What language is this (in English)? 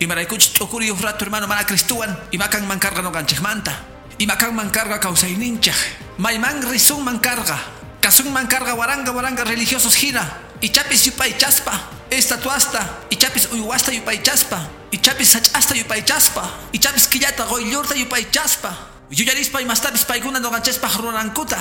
Quechua